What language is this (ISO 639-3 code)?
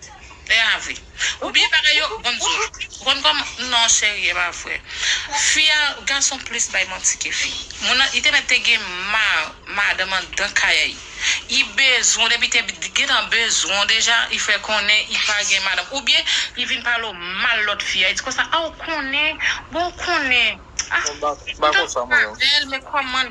hat